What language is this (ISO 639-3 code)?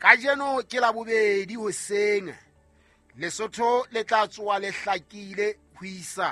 sot